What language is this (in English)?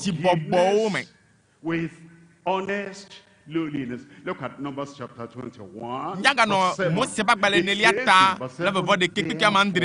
Ewe